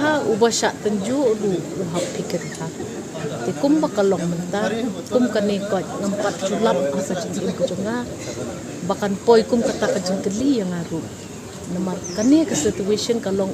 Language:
Khasi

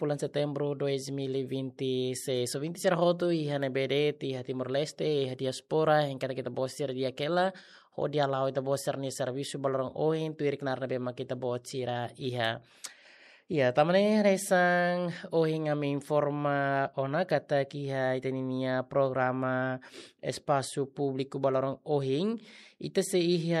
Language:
Tetum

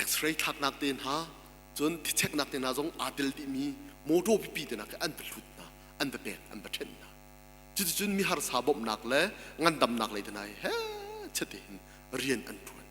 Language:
Hakha Chin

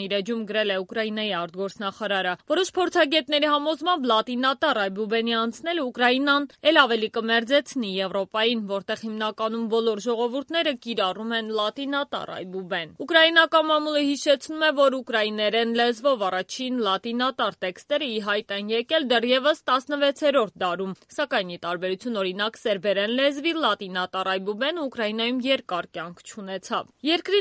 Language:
Armenian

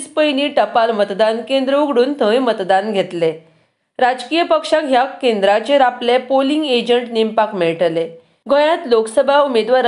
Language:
Konkani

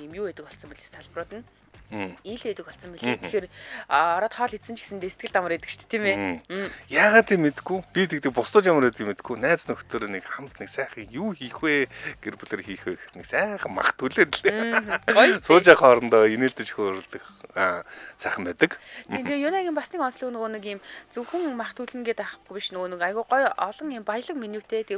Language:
Mongolian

